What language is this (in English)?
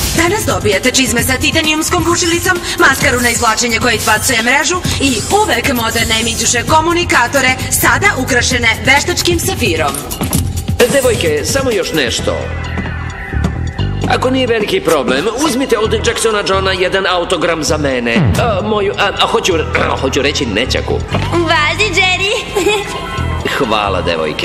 Serbian